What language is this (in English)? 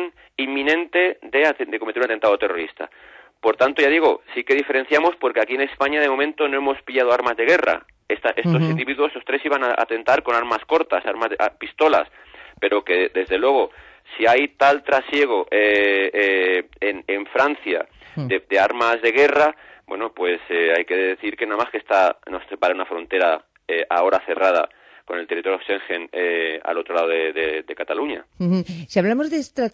Spanish